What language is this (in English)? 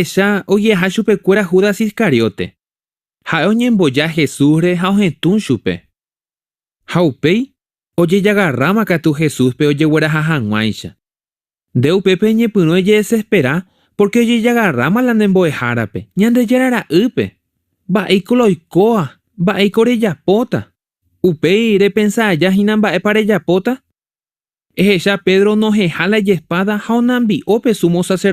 Guarani